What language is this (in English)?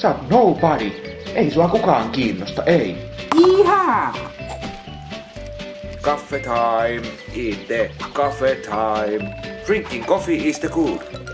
Finnish